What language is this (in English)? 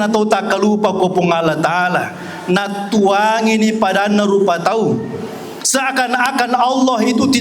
Buginese